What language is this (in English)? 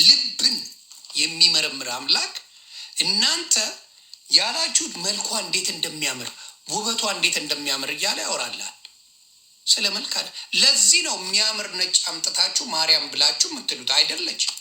Amharic